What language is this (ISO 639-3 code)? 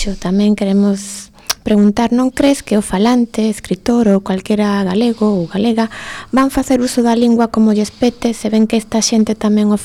glg